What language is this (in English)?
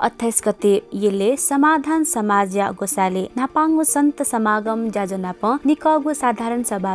Newari